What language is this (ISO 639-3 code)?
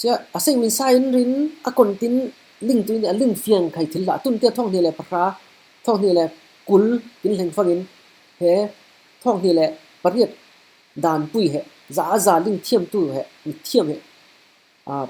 cfm